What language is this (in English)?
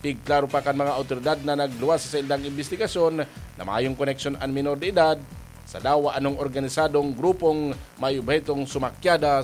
Bikol